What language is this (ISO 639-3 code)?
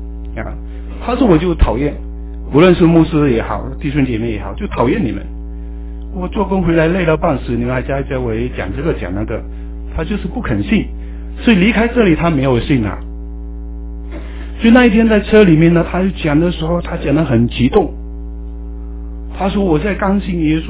zho